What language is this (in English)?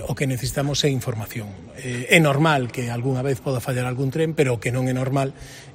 Galician